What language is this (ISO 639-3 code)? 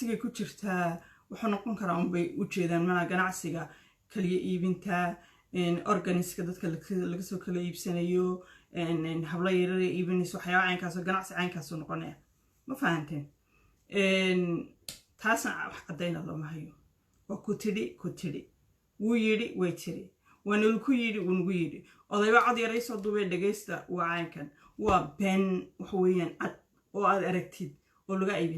som